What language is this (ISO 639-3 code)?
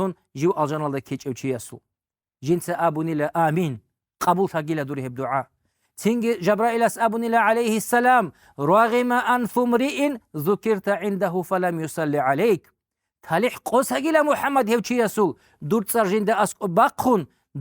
ava